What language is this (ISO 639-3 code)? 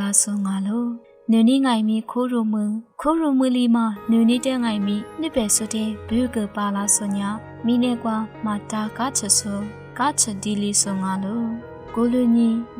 lis